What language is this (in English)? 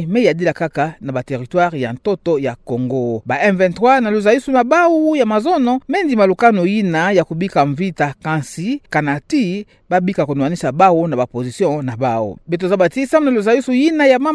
Kituba (Democratic Republic of Congo)